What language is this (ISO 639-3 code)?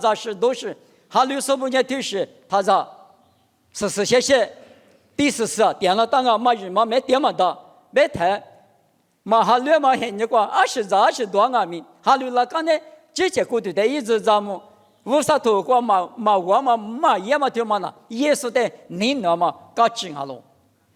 lis